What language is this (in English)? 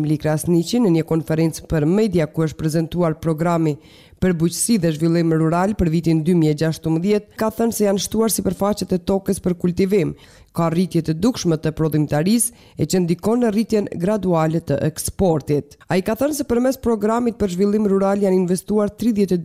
Albanian